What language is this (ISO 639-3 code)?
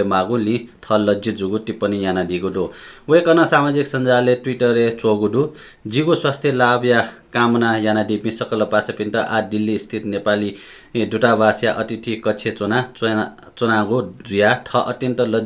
new